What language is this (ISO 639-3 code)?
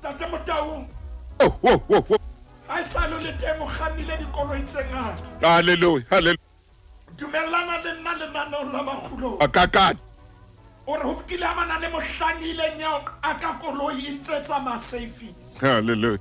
sot